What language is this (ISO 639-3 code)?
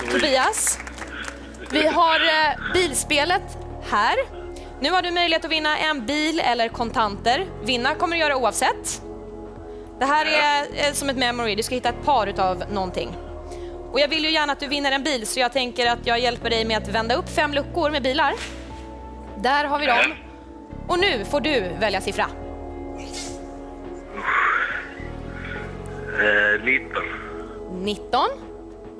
swe